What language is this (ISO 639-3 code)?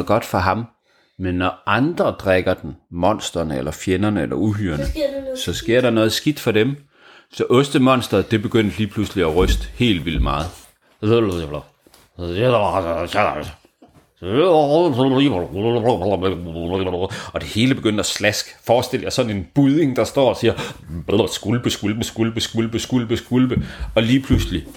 dan